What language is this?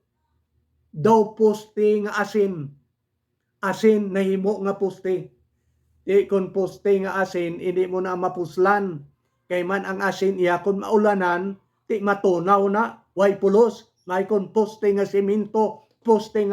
Hiligaynon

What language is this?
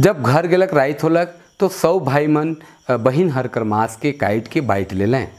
Sadri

